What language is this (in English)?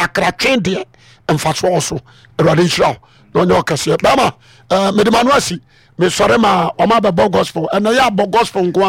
Akan